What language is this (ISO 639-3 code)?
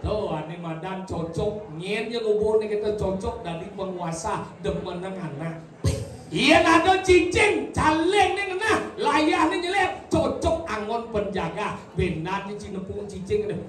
ban